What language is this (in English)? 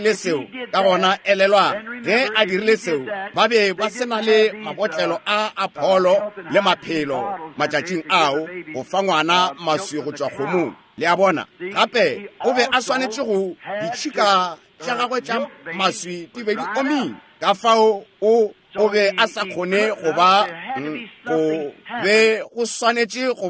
Northern Sotho